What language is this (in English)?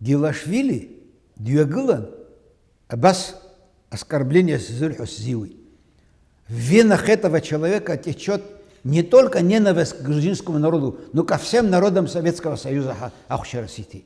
Abkhazian